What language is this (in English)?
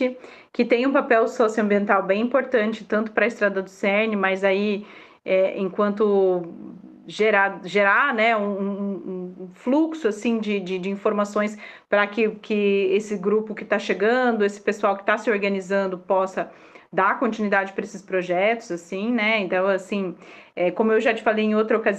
Portuguese